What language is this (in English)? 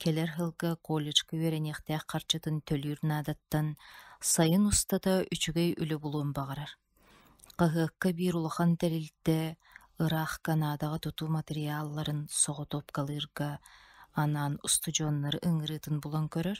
Yakut